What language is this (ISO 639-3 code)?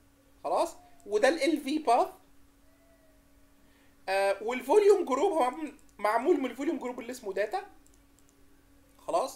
arz